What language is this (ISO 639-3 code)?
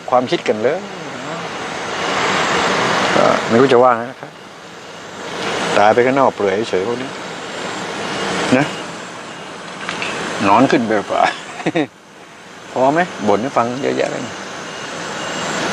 tha